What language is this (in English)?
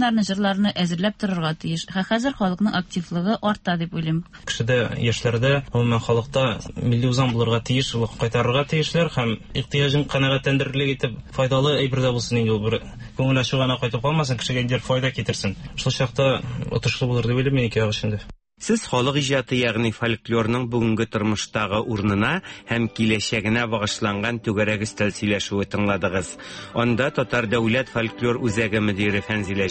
Tatar